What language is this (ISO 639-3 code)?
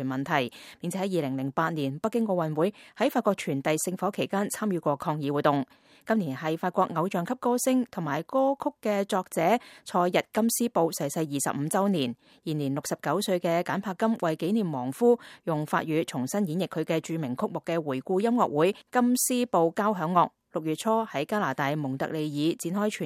yue